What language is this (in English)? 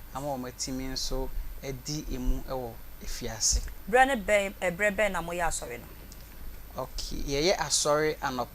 Akan